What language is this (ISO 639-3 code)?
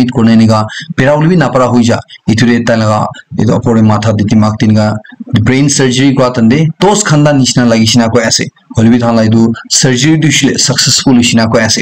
nag